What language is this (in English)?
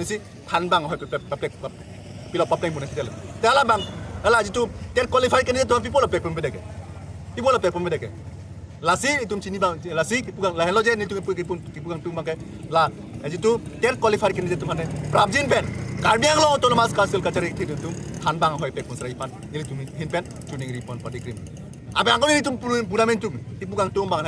Karbi